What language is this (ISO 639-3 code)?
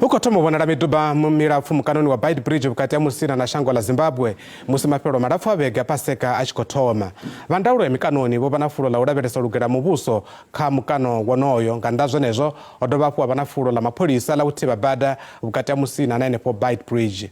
ven